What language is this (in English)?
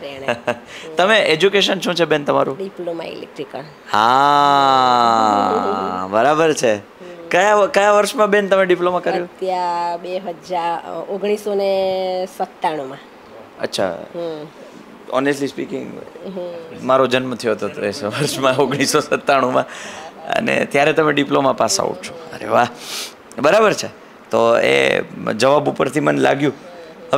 Gujarati